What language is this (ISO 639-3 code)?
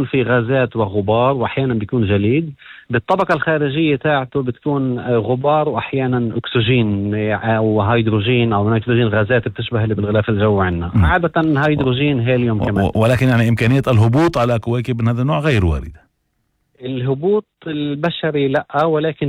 apc